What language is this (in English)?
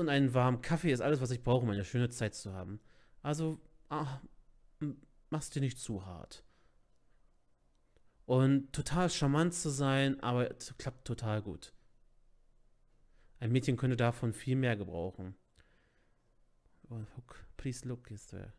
German